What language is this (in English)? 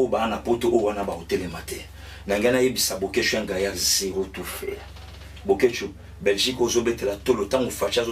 Lingala